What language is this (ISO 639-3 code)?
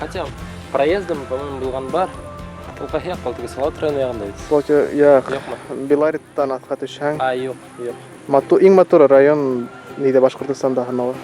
bak